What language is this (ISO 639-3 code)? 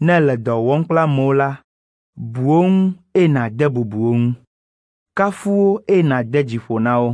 ewe